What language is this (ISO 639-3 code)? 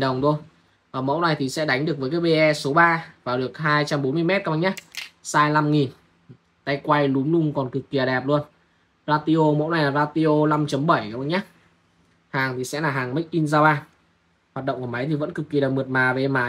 vie